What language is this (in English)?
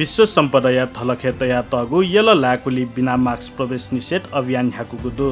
Newari